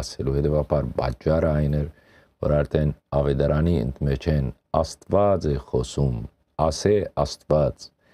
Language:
Western Armenian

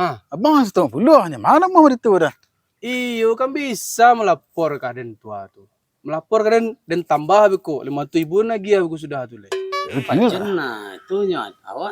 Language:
Minangkabau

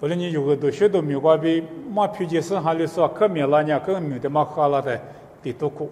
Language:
Lisu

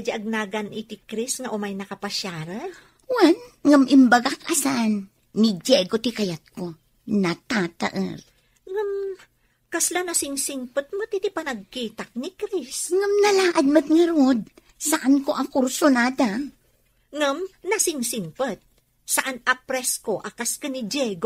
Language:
Iloko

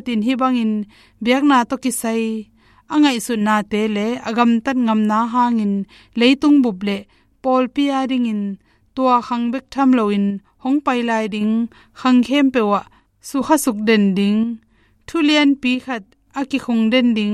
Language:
Tedim Chin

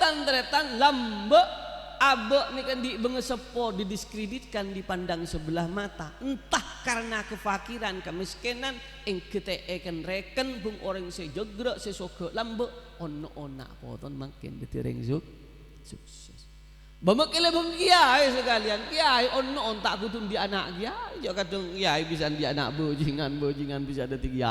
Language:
Madurese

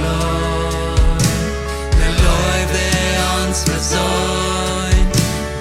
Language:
Plautdietsch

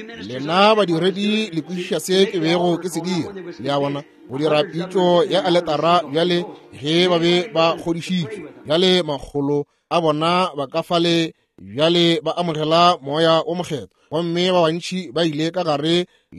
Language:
Northern Sotho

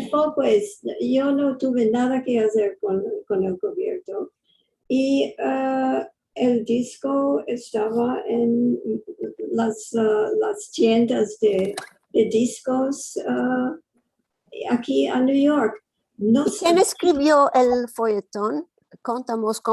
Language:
Ladino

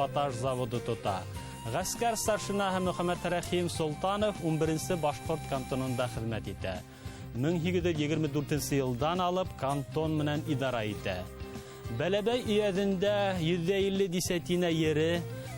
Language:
Bashkir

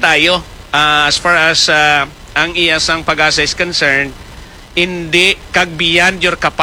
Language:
Hiligaynon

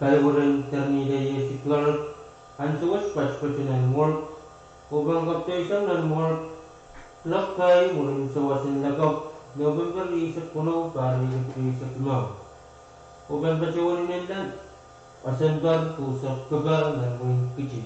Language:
Pohnpeian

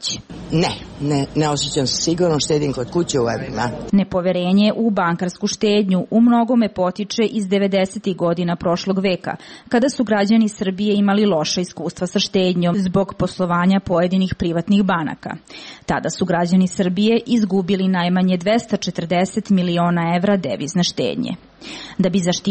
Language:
Serbian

